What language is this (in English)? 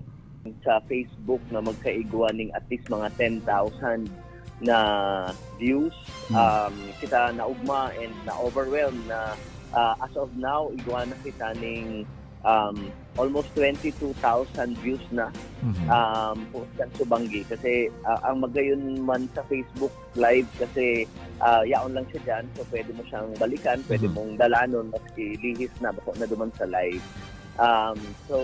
Bikol